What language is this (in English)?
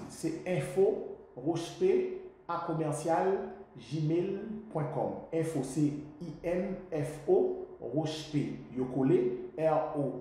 Haitian Creole